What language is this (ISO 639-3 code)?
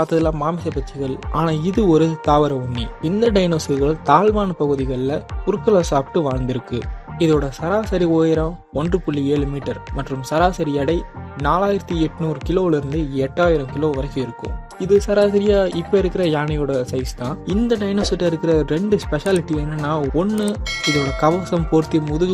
tam